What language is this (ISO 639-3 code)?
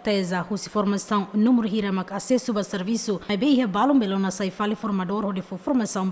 tet